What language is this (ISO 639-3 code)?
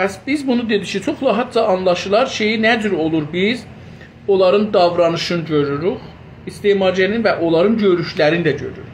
azb